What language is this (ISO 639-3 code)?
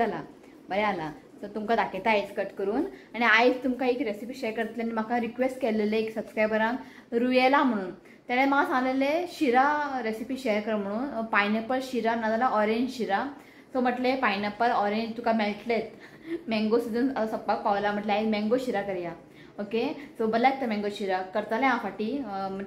kok